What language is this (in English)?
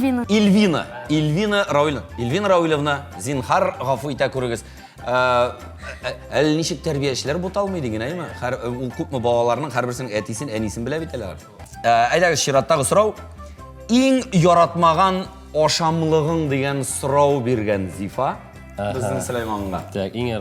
Tatar